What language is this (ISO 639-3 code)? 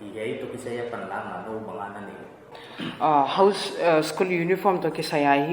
pck